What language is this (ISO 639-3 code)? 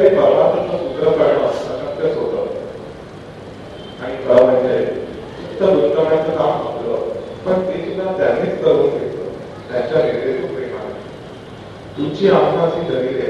mar